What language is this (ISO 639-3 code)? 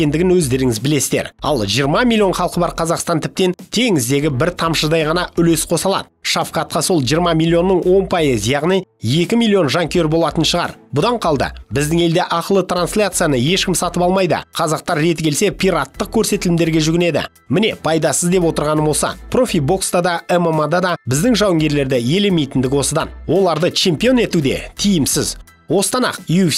kaz